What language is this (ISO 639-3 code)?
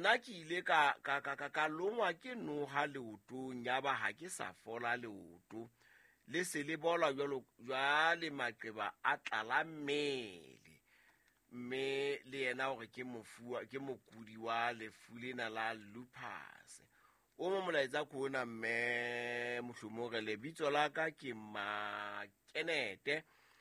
sot